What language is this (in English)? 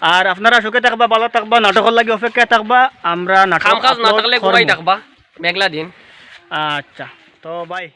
Sylheti